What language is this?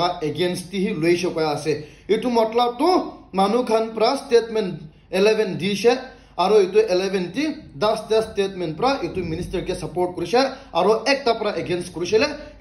Naga Pidgin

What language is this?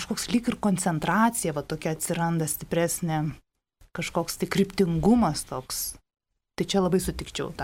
Lithuanian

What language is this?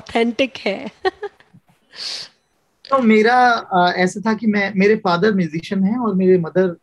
Hindi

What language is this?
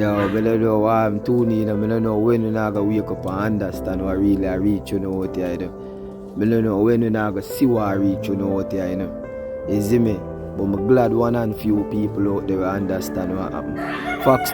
Jamaican Creole English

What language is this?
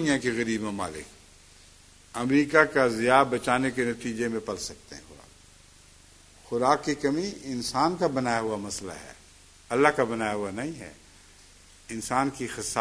Urdu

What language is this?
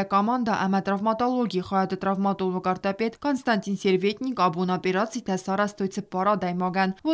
Ossetic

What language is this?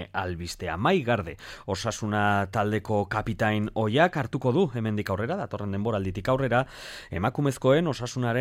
Basque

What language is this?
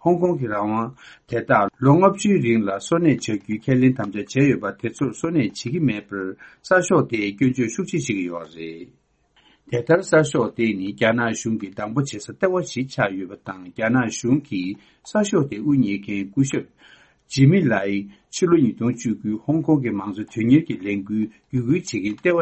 Tibetan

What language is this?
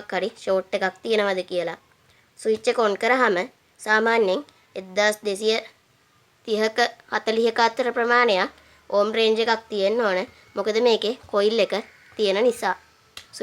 Sinhala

